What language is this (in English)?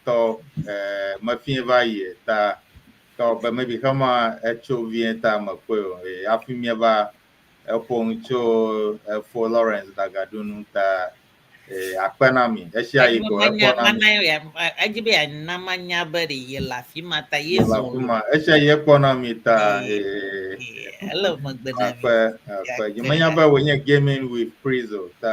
Ewe